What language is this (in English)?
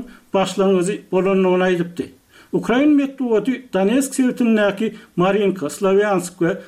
Turkmen